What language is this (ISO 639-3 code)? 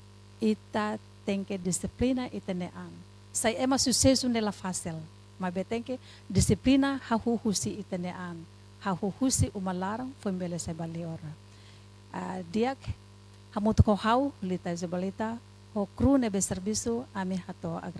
tet